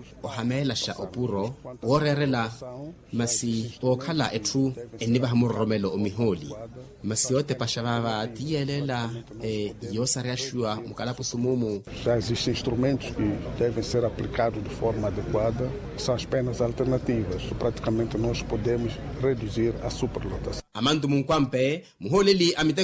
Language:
Makhuwa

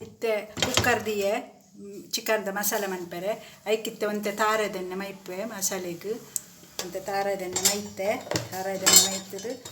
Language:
Tulu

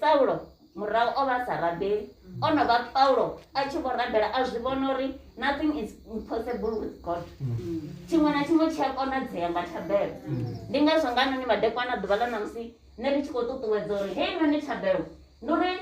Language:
Venda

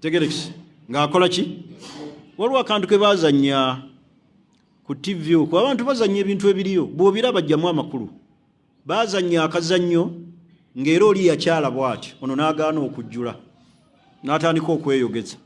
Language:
Ganda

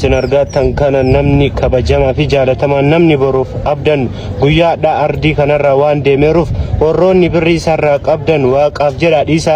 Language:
Oromo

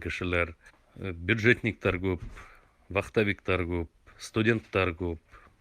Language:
Tatar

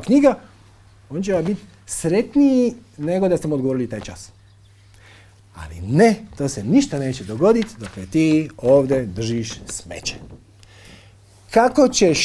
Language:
Croatian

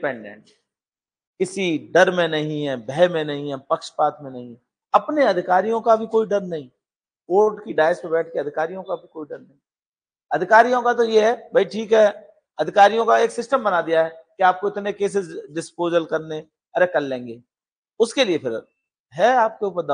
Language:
Hindi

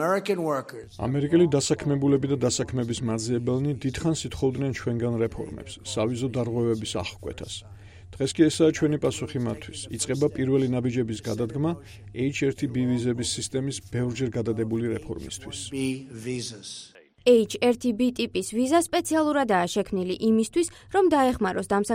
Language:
Georgian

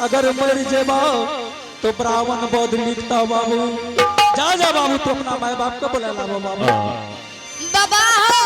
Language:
Angika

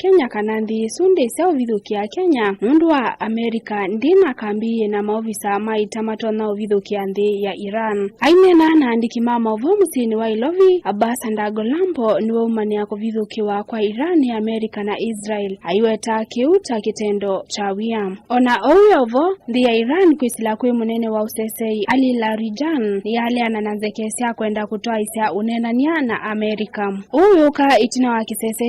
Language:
Kamba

